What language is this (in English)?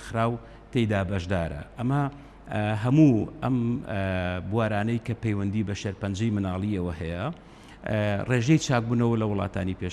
Central Kurdish